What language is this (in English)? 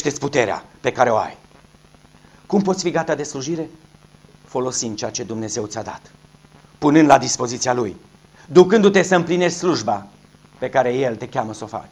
Romanian